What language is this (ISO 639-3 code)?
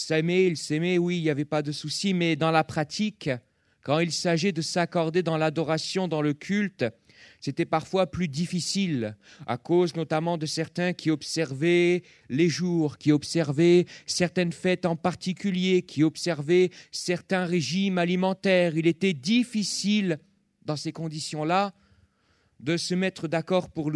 fra